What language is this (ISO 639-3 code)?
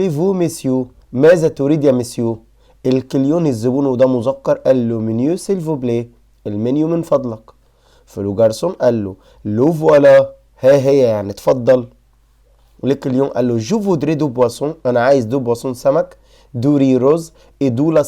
arz